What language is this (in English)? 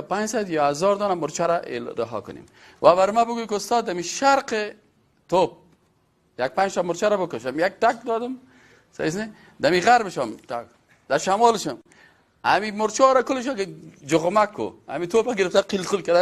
Persian